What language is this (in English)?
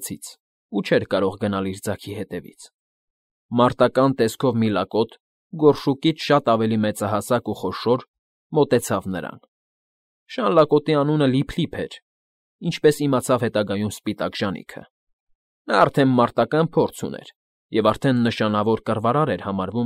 Armenian